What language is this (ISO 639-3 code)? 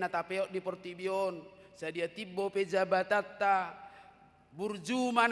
bbc